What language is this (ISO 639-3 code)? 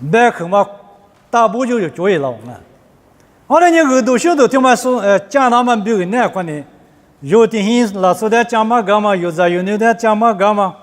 lis